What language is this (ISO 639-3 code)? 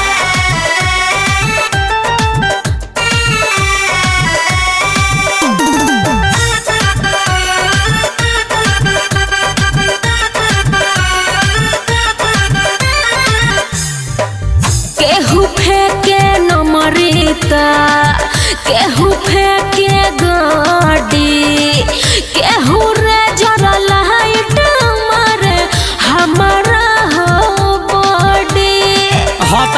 bho